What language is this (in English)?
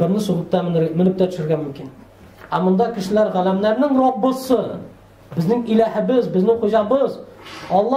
Tatar